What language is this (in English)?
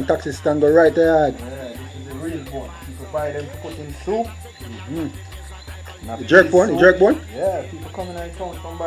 Jamaican Creole English